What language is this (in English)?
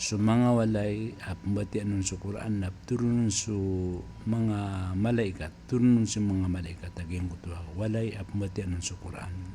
Maranao